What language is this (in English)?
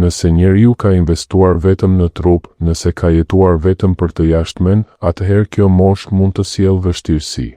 Albanian